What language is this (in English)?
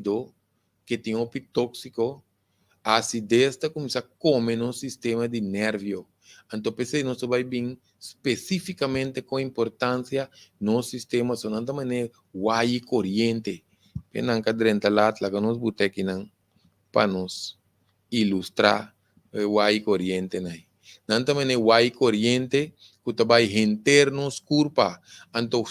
Papiamento